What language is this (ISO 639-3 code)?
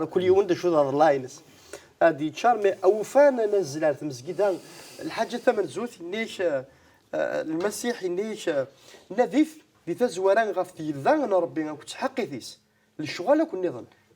kab